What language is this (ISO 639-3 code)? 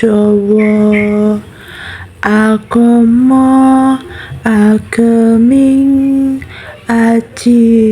jav